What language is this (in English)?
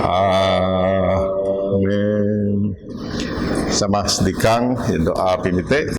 Biatah Bidayuh